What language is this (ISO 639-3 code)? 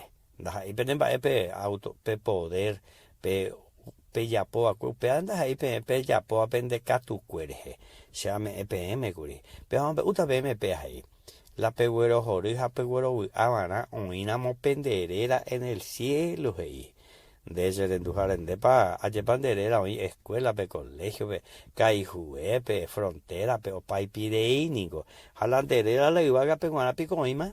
grn